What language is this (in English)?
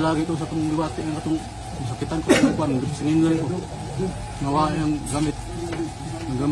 Cebuano